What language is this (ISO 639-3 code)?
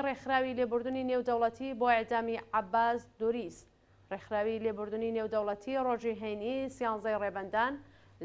ckb